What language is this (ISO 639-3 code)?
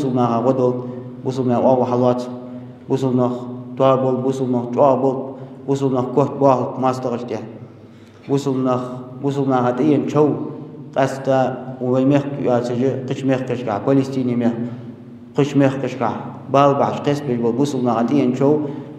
inh